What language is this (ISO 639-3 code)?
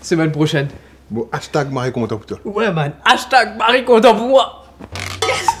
mfe